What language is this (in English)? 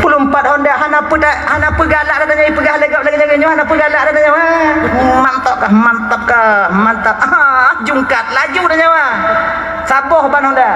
Achinese